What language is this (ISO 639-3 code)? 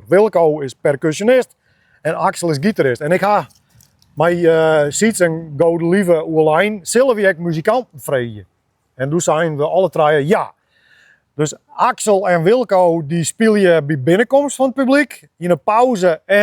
fry